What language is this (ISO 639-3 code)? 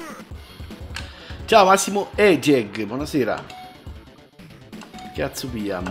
ita